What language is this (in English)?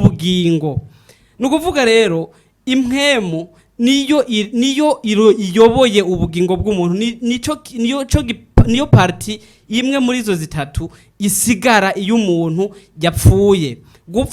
Rundi